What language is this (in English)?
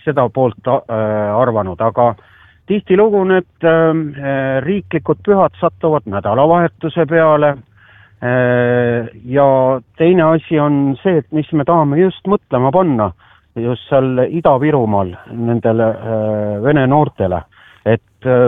Estonian